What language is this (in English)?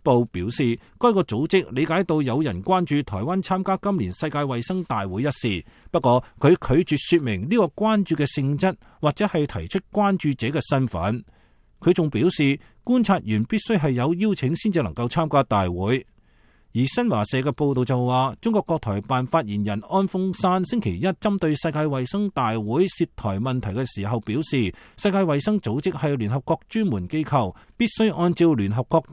Cantonese